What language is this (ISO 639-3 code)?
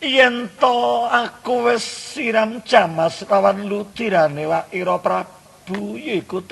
jav